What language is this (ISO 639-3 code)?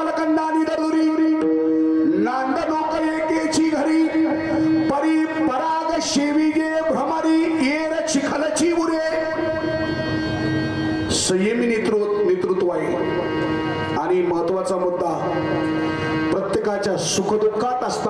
mar